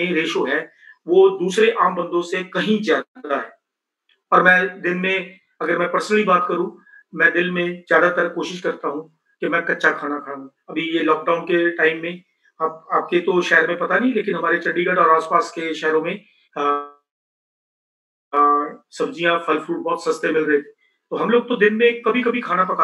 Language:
Hindi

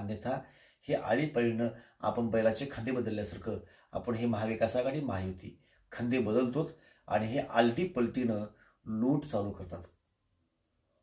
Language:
Marathi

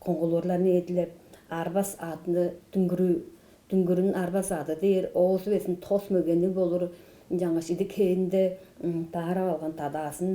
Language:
Tuvinian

